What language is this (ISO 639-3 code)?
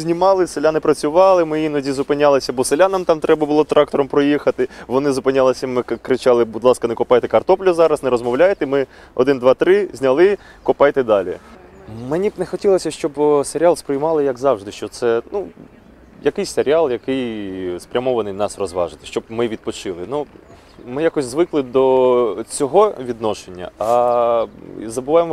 ukr